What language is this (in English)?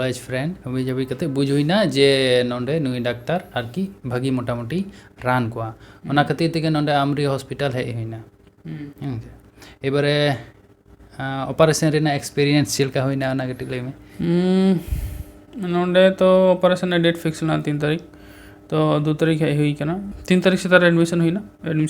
Santali